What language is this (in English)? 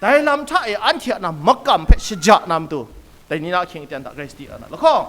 Kachin